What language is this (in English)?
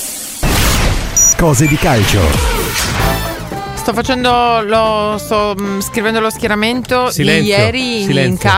Italian